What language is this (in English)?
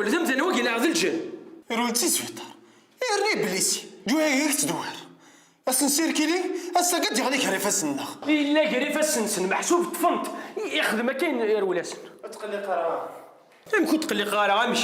Kabyle